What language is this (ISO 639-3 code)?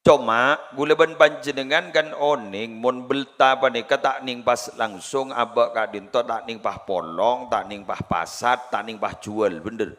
mad